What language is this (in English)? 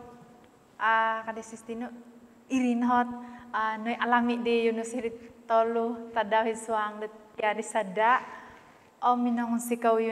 Central Dusun